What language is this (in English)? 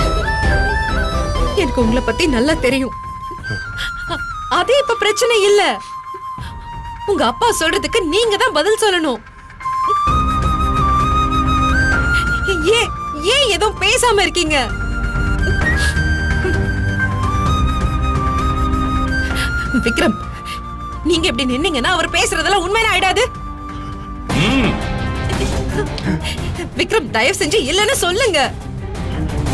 Tamil